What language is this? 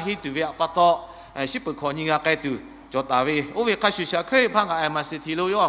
Lahu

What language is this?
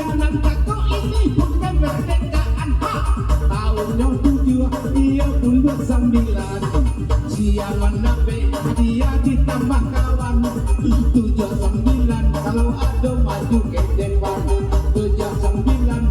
Minangkabau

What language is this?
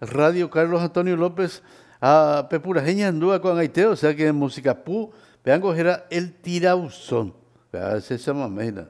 Guarani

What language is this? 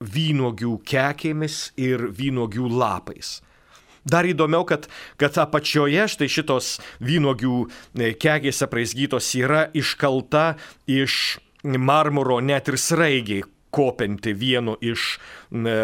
Lithuanian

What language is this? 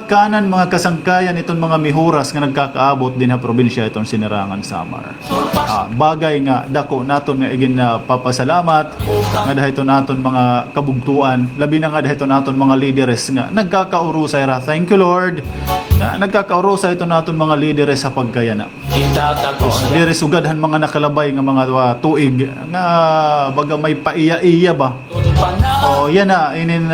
Waray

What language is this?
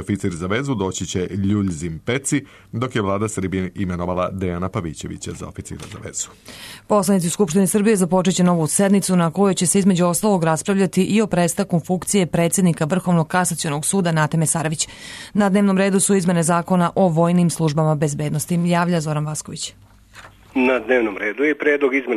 Serbian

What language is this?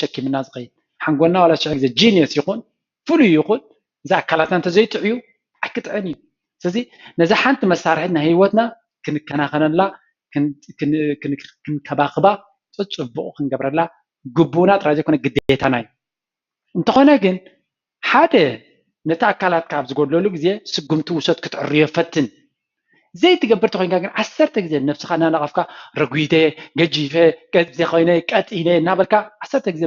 Tigrinya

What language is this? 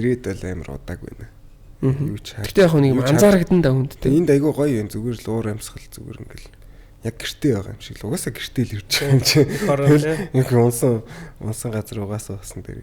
Mongolian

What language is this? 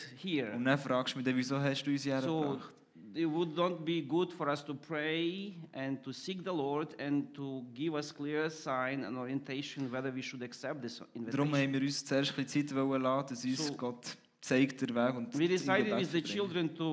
Swiss German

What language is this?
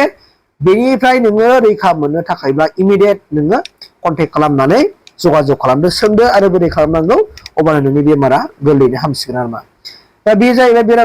Bodo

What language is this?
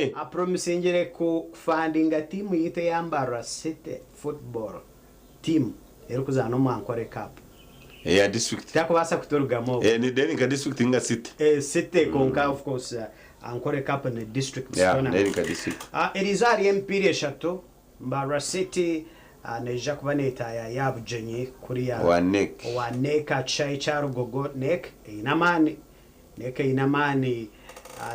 Nyankole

